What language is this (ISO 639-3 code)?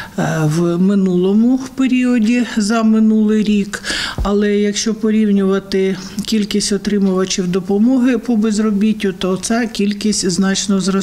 ukr